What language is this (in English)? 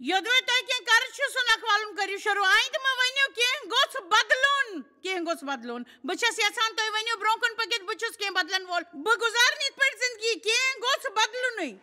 Kashmiri